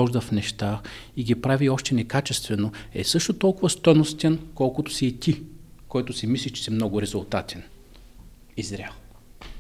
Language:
Bulgarian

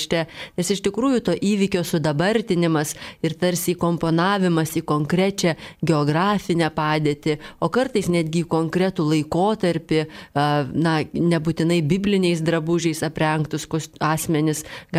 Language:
Lithuanian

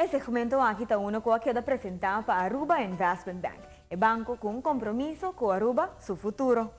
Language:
Papiamento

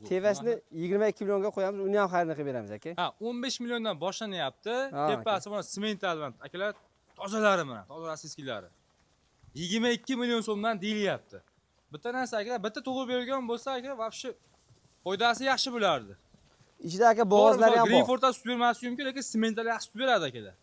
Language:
Uzbek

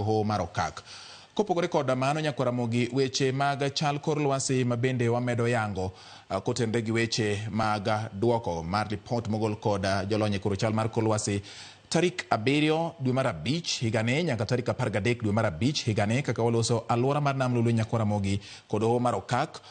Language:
Luo (Kenya and Tanzania)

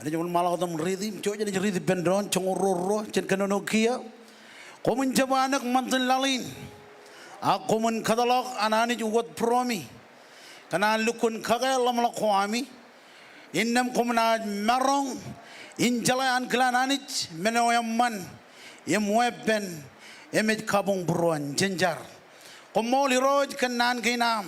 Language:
Marshallese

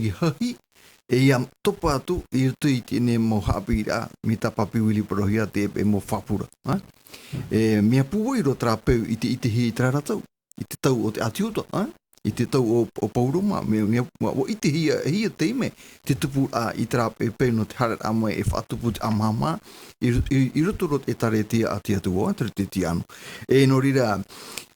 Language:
Tahitian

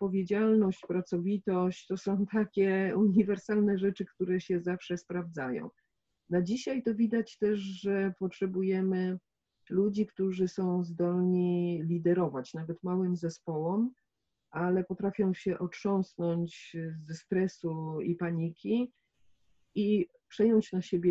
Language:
Polish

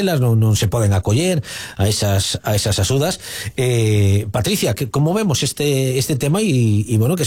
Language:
Galician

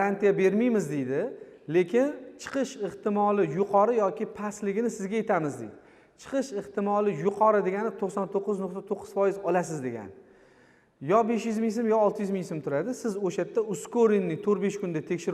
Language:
Uzbek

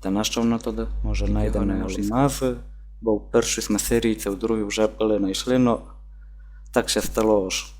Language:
Rusyn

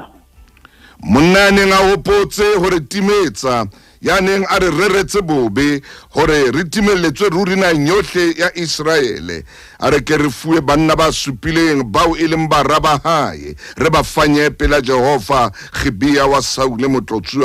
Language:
Southern Sotho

